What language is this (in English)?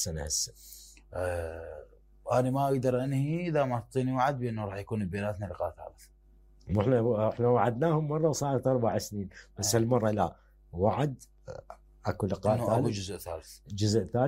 Mesopotamian Arabic